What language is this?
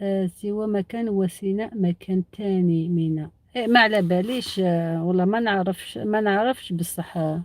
Algerian Arabic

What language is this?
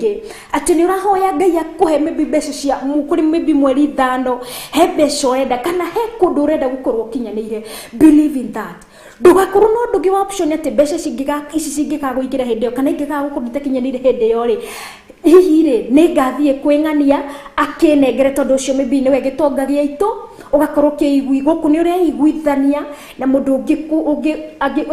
Kikuyu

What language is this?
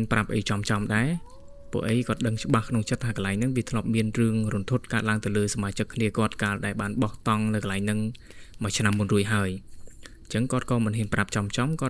Khmer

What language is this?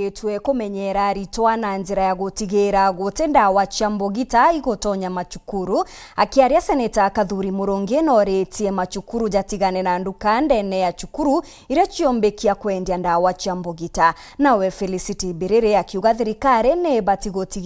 Meru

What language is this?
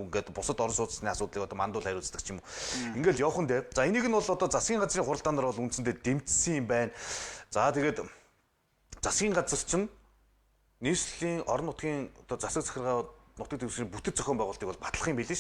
Mongolian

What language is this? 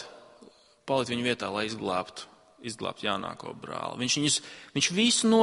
Latvian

